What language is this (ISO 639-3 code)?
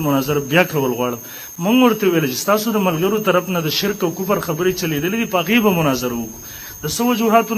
pus